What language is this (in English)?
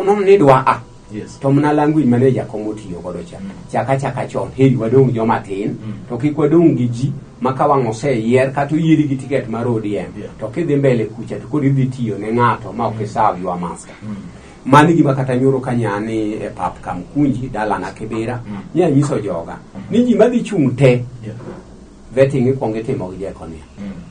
Luo (Kenya and Tanzania)